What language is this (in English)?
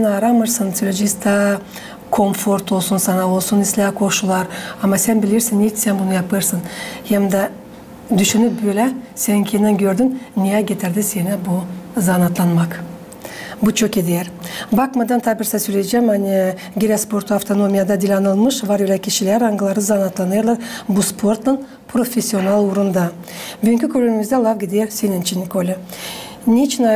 Gagauz